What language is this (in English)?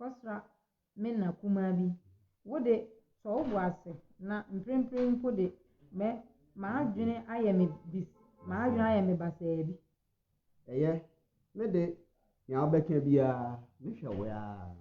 Akan